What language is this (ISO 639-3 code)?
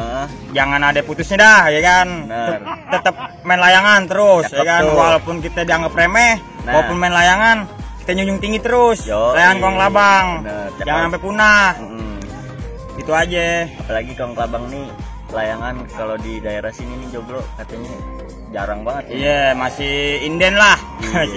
bew